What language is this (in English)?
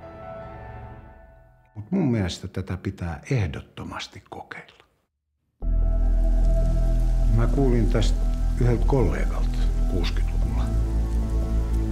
Finnish